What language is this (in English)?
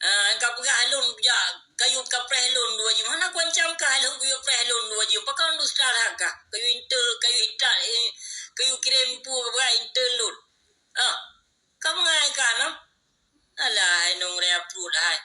Achinese